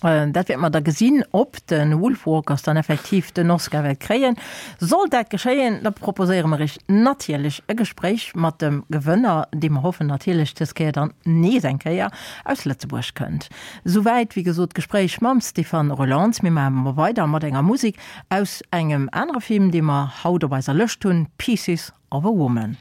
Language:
Luxembourgish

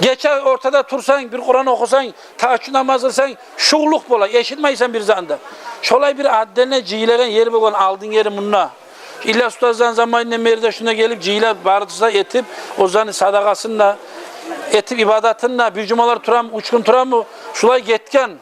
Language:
Kumyk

